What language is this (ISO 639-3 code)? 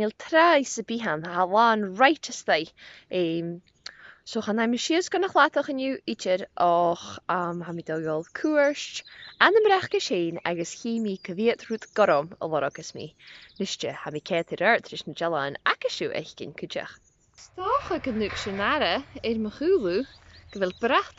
gla